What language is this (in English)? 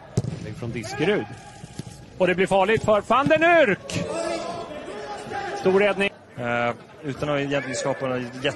Swedish